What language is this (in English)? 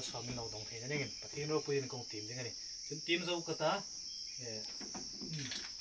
Hmar